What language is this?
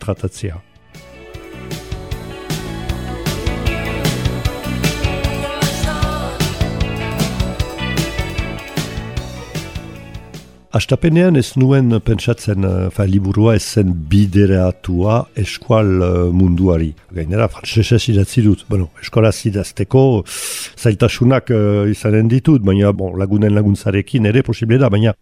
Basque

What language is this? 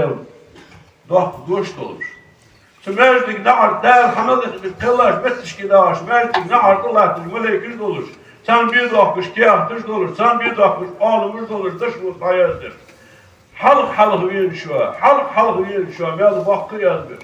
Ingush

